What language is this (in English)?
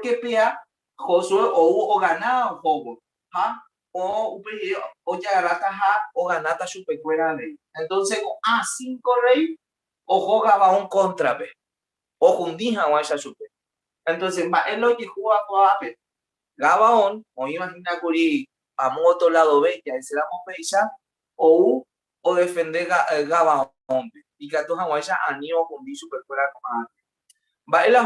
Guarani